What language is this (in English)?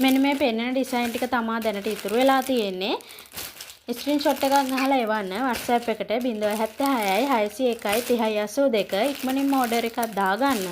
Sinhala